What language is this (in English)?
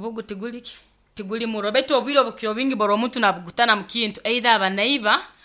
Nyoro